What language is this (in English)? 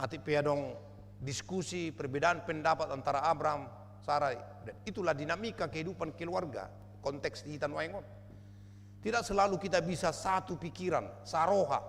Batak Toba